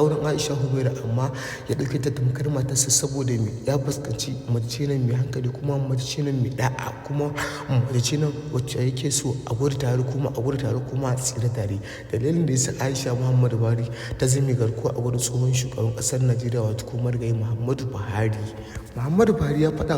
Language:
Hausa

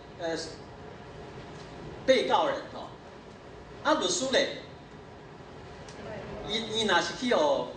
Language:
Min Nan Chinese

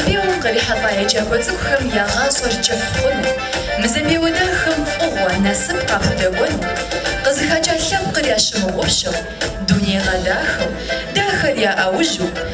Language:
Kabardian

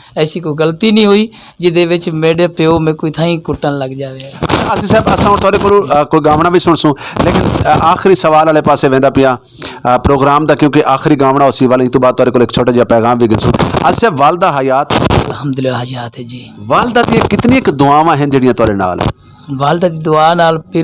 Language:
Saraiki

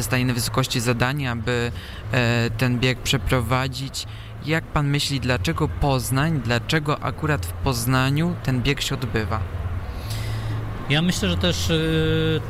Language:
Polish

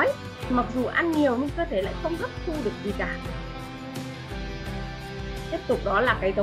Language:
Vietnamese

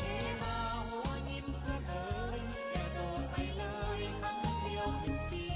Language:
Lao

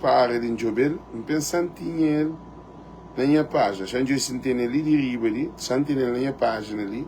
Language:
Kabuverdianu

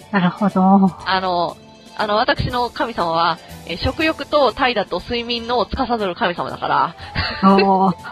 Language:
Japanese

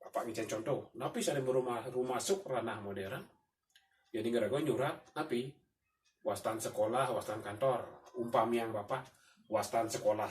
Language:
Balinese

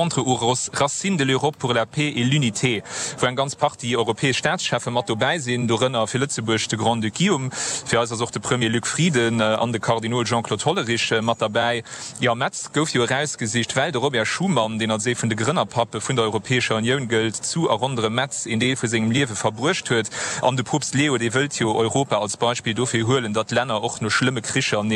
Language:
Luxembourgish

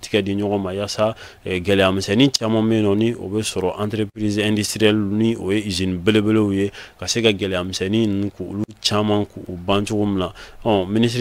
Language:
Bambara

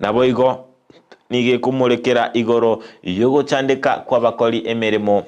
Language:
Gusii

